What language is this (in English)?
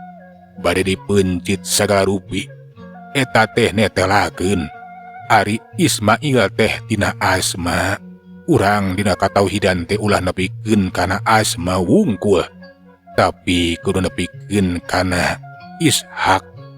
Sundanese